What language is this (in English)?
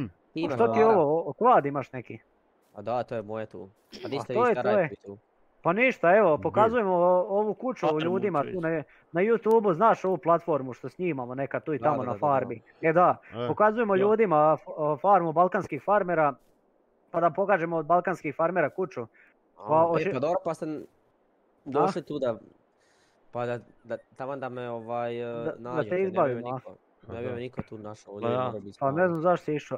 Croatian